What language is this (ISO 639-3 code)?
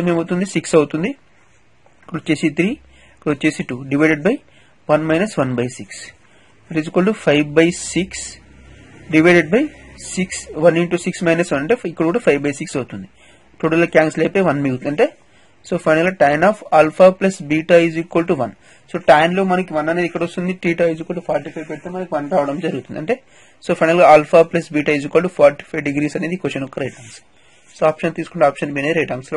tel